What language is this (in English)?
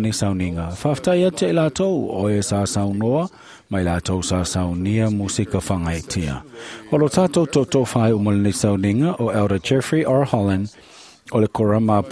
Samoan